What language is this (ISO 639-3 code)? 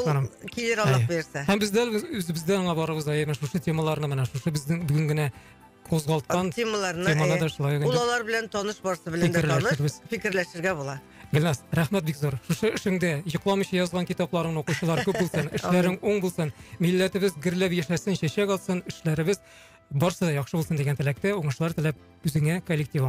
tat